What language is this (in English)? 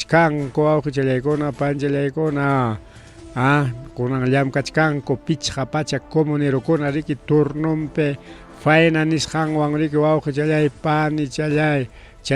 Ayacucho Quechua